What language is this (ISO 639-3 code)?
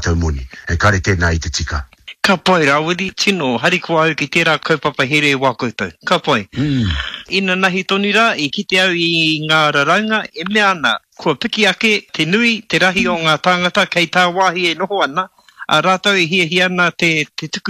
mri